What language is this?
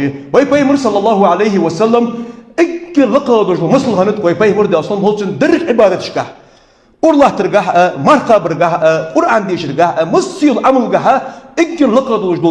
Ingush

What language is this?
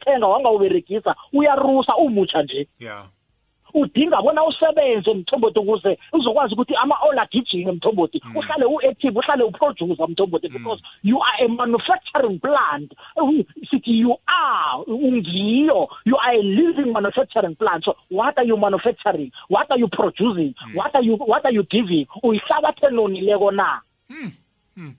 South Ndebele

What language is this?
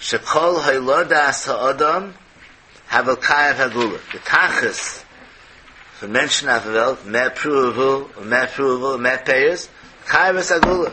Yiddish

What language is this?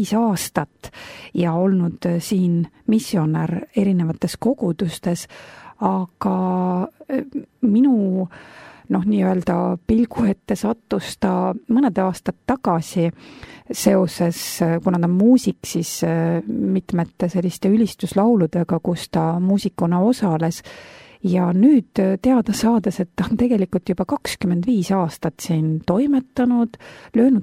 Estonian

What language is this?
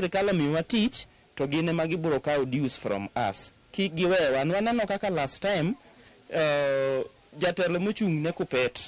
Luo (Kenya and Tanzania)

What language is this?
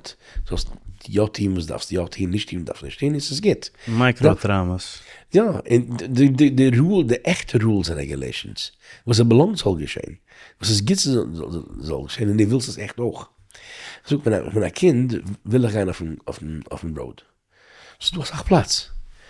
Yiddish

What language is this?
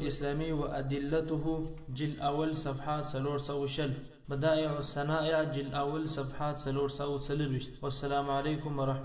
Pashto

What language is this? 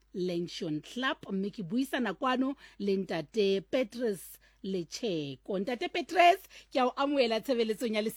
Southern Sotho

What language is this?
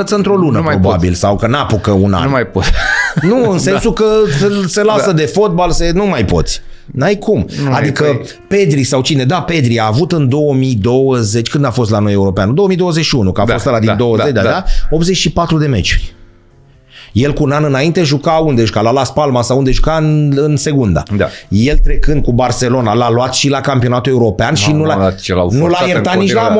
Romanian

